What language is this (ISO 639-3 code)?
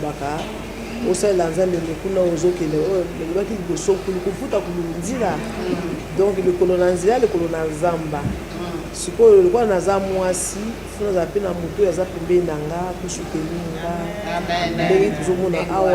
lin